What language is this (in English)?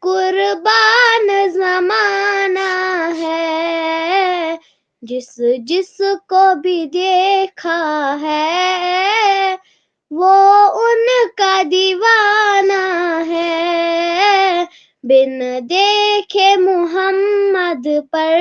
Kashmiri